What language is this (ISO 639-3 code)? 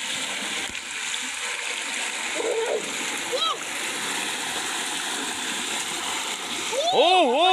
lao